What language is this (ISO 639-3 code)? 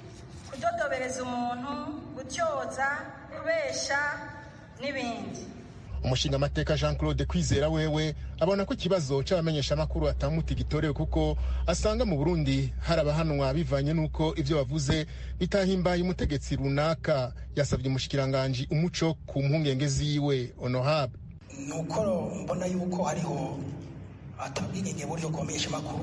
run